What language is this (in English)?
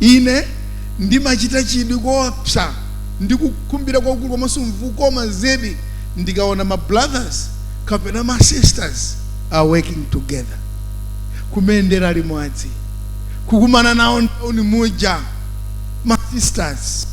Nyanja